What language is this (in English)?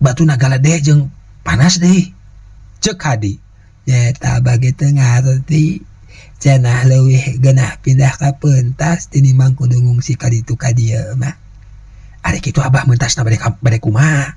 Sundanese